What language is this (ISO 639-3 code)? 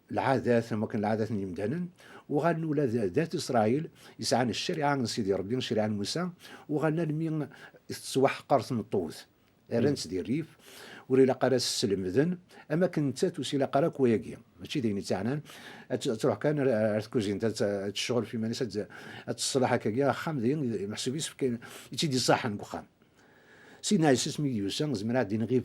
kab